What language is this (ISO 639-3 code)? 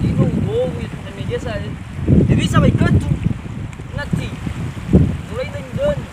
nia